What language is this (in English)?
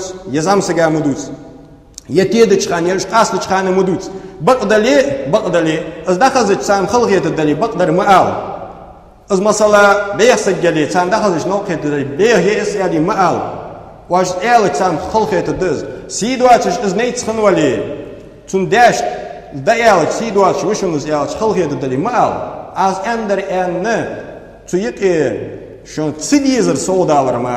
Ingush